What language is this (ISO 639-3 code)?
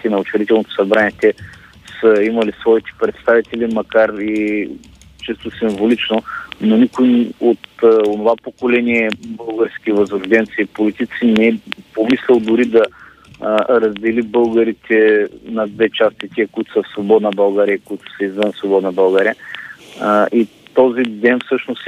bul